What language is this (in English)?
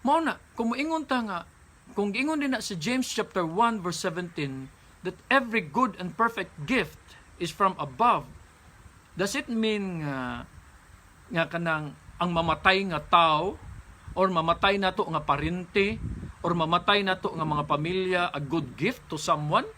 Cebuano